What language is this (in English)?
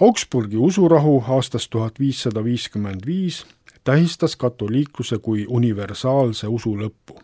Estonian